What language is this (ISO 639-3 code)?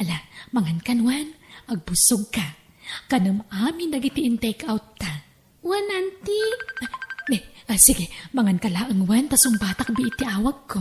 ilo